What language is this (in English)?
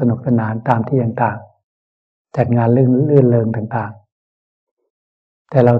Thai